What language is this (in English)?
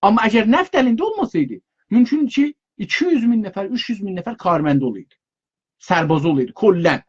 South Azerbaijani